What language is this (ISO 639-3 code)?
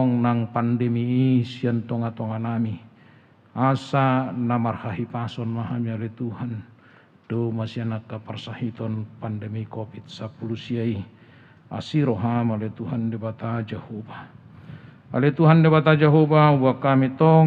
bbc